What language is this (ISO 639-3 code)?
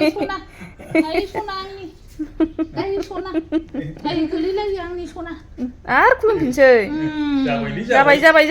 brx